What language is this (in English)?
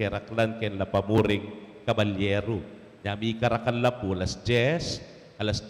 Pampanga